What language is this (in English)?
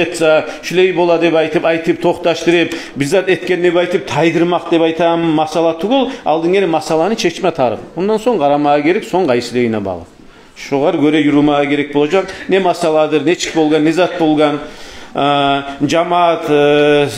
Kumyk